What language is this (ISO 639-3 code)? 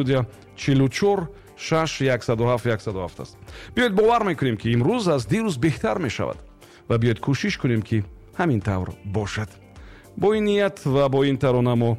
tgk